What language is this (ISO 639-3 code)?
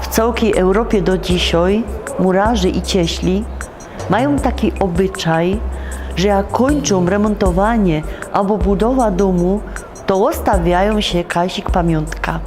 szl